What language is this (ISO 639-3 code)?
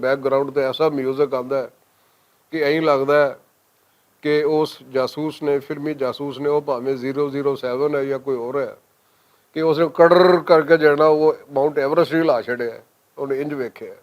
lah